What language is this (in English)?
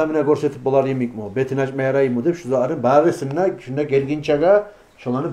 Kumyk